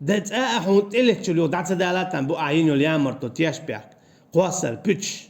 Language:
Chechen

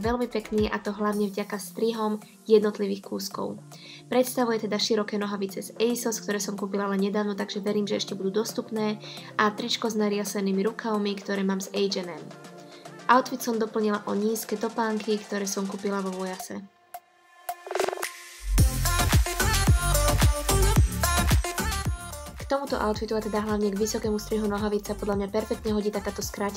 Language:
Slovak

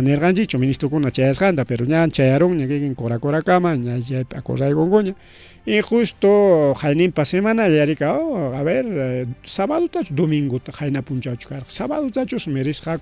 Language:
Ayacucho Quechua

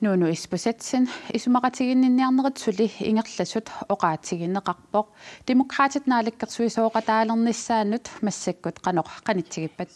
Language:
Kalaallisut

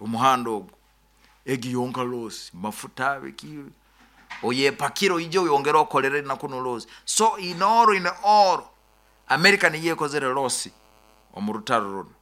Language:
Nyoro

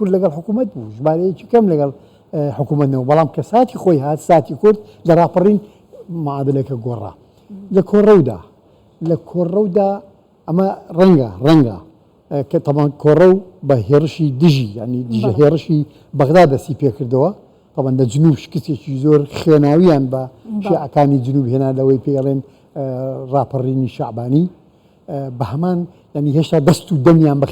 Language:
Central Kurdish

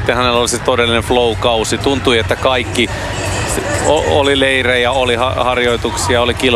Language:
Finnish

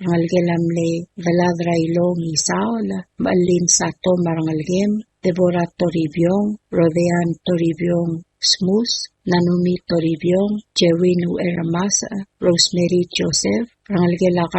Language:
Palauan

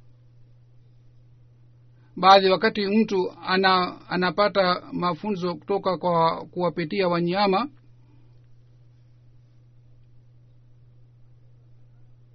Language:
Swahili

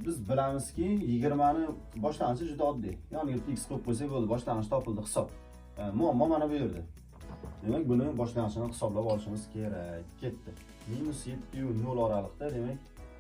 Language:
Uzbek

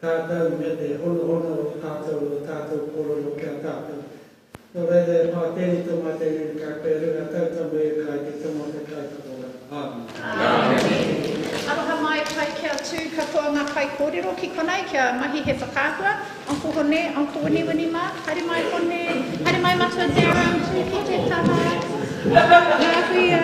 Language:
Māori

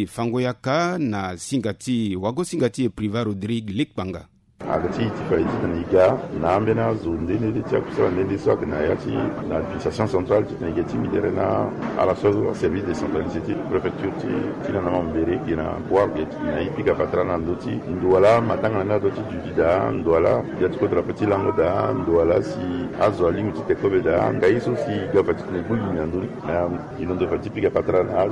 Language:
Sango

